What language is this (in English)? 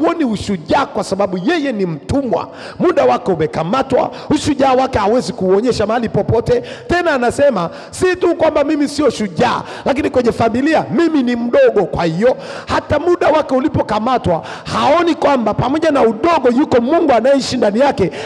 Swahili